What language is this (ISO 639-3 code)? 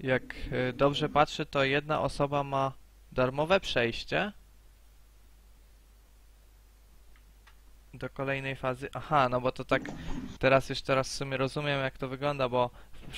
pol